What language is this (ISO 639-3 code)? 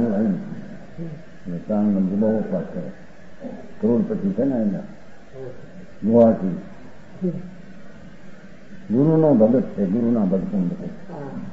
guj